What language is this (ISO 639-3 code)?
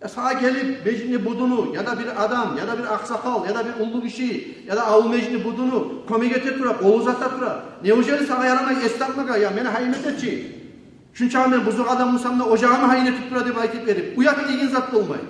kum